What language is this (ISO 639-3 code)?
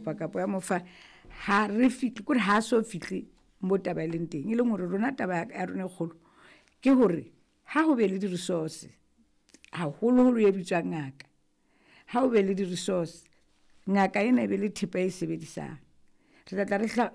sot